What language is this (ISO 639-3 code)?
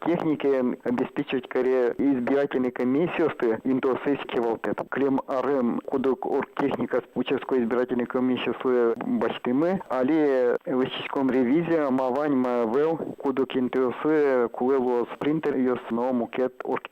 udm